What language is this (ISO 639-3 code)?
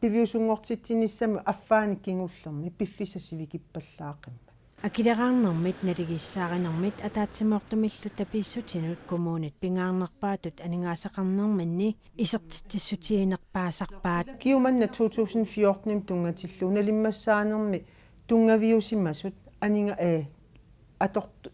kal